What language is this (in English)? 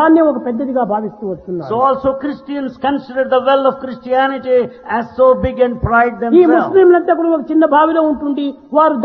Telugu